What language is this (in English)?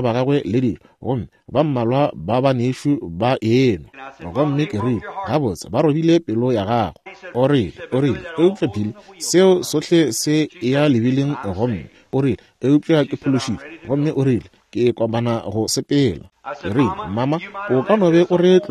Northern Sotho